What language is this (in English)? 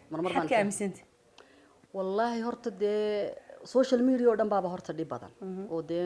Somali